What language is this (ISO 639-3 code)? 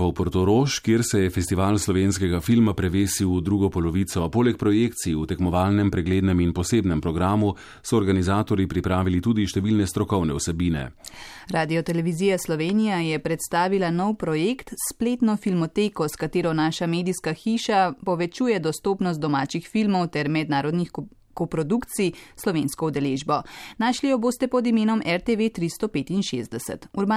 slv